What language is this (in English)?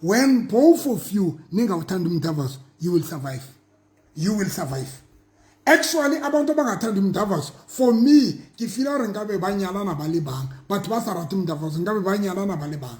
Southern Sotho